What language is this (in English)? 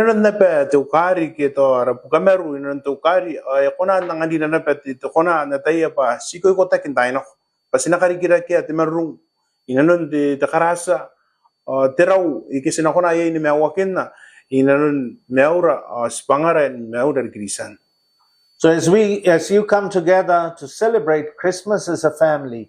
Gilbertese